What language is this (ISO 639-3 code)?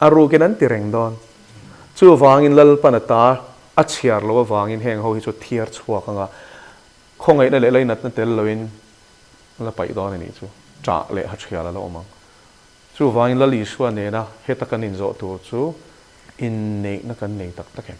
lus